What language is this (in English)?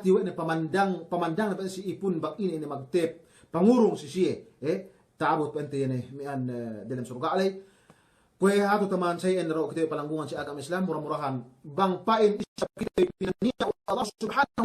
Yakan